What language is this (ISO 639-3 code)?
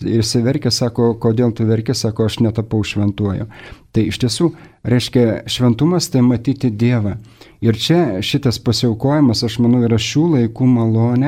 lit